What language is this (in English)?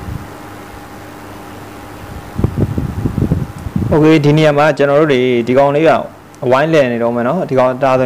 Burmese